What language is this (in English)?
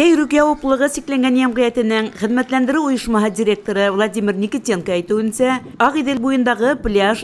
Bashkir